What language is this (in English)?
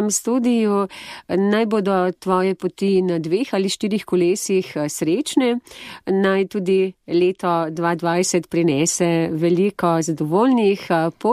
Slovenian